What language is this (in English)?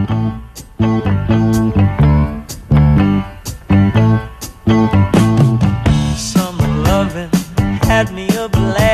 Catalan